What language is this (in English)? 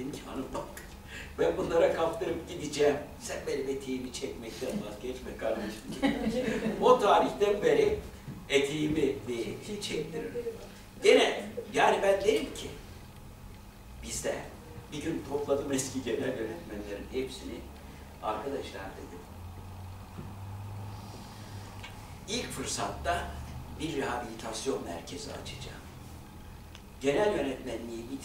Turkish